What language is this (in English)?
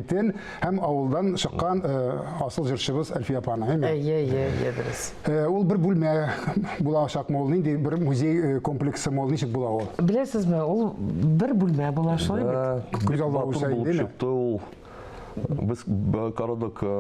Tatar